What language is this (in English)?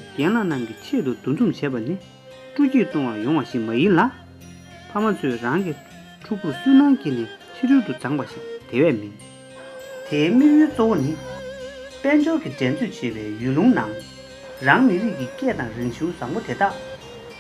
Tibetan